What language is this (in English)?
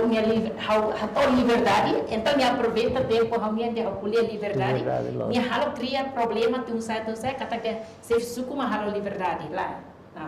Tetum